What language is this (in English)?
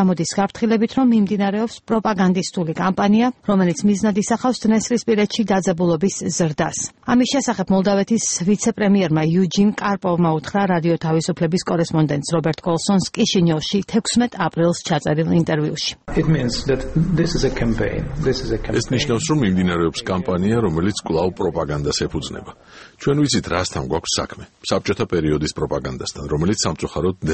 Georgian